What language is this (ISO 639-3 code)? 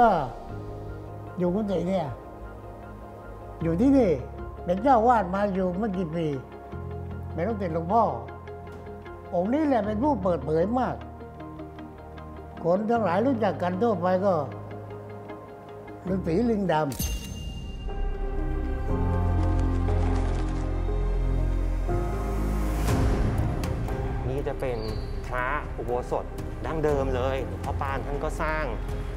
tha